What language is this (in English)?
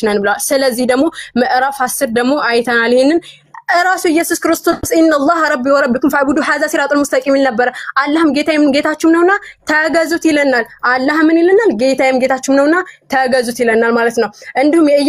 Amharic